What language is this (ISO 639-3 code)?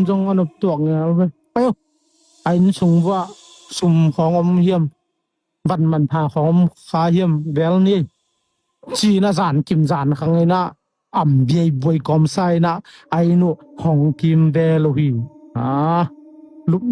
ctd